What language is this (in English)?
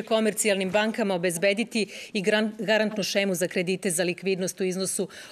Serbian